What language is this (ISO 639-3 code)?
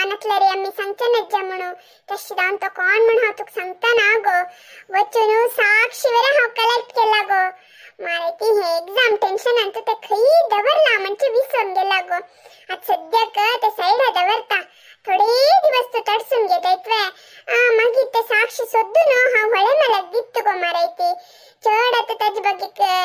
kok